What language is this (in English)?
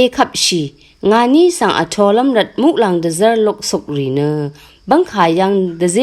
Rawang